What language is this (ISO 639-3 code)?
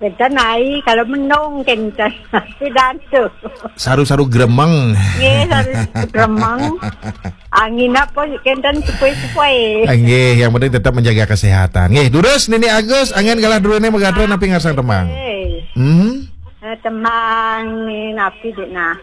ban